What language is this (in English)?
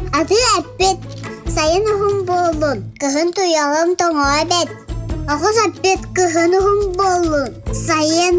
Yakut